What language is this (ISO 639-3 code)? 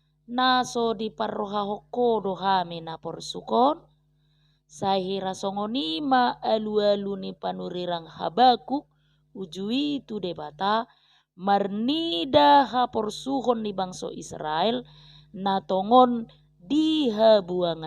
bbc